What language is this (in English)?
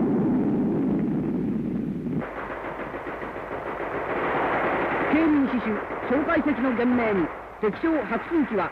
Japanese